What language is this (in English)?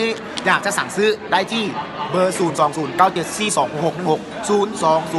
Lao